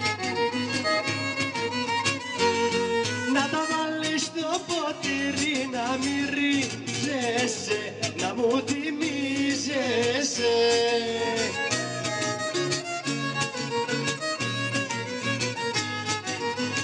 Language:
Greek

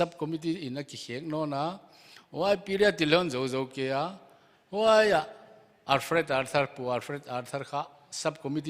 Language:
Paite Chin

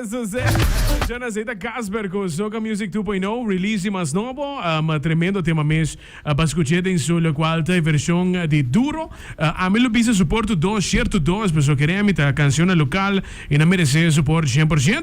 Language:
Papiamento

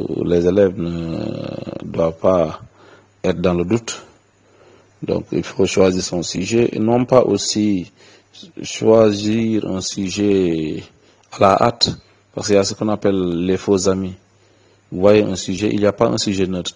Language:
French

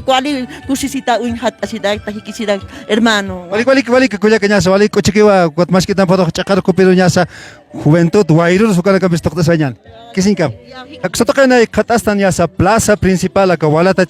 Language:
Aymara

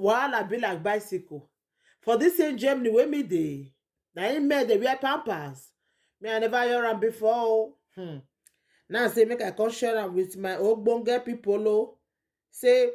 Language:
Nigerian Pidgin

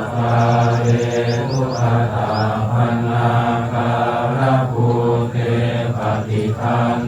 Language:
Pali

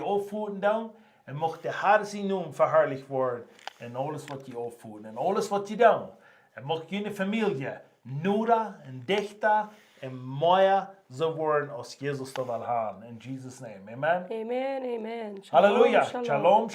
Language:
Plautdietsch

